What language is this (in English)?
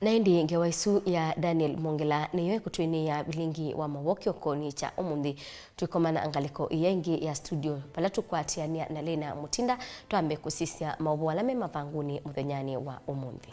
Kamba